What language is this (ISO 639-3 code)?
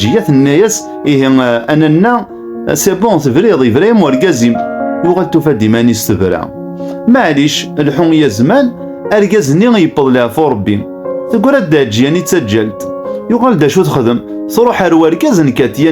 kab